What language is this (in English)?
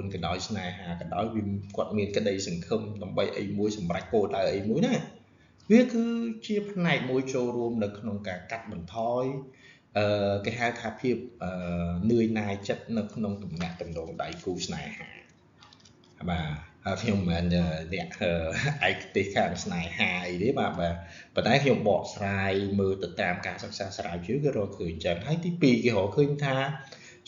Khmer